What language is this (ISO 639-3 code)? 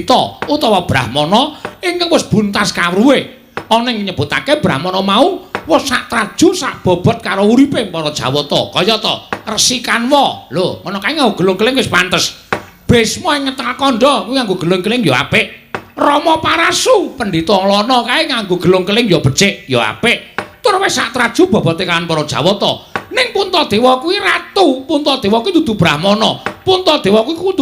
jav